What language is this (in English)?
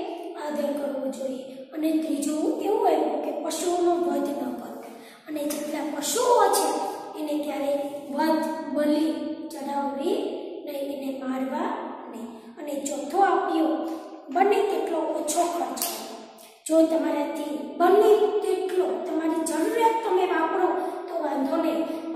Gujarati